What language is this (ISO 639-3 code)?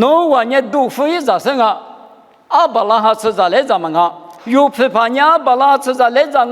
lis